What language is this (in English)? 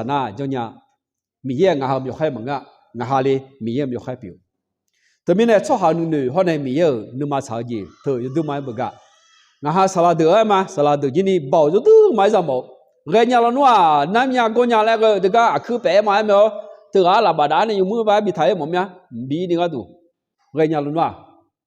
Akha